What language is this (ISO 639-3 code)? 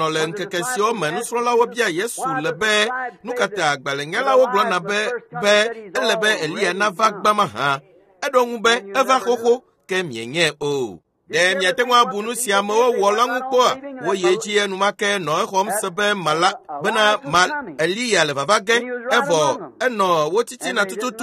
ewe